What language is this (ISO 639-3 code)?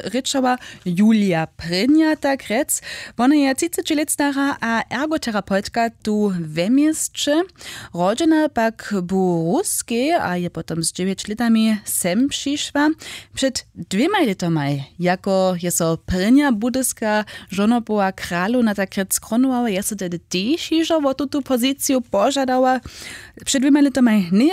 hsb